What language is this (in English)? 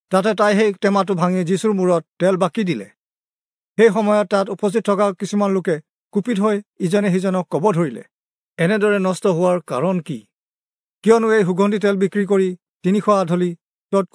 Assamese